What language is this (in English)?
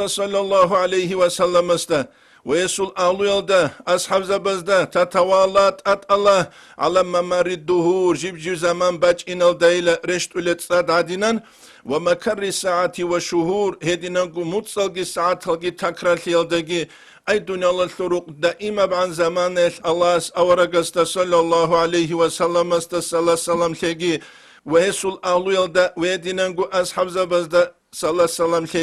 Avaric